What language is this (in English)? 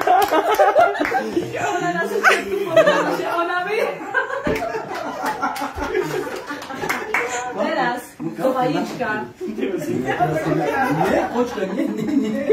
Slovak